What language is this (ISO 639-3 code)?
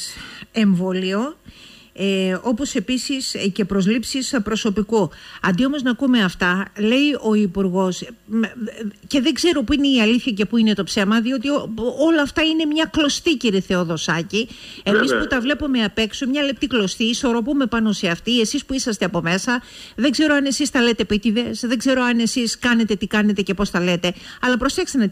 ell